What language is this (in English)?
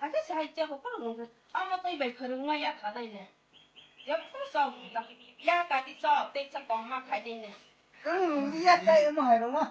Kok Borok